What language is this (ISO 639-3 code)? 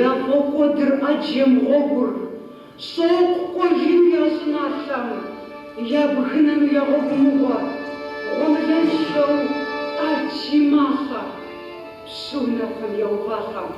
kbd